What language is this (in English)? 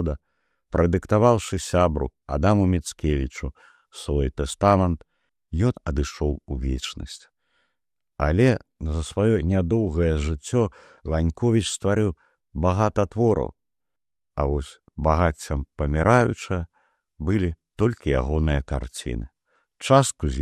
Belarusian